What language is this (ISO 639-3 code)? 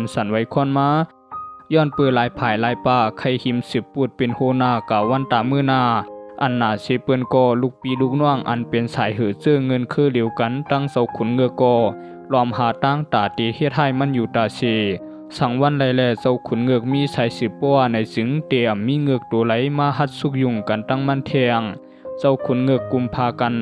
shn